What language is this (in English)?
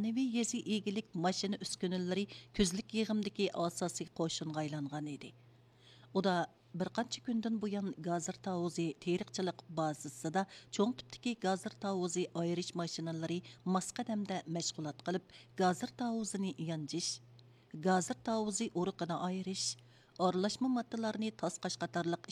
Uyghur